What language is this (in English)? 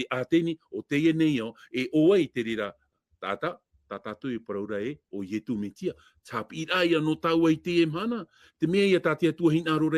Tahitian